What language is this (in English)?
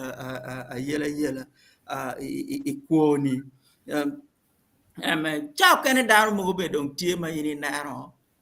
Acoli